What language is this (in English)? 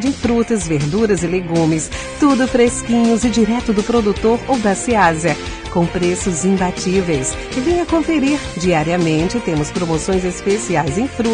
Portuguese